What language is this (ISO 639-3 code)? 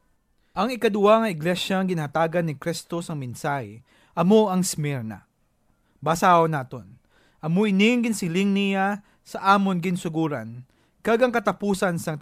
hil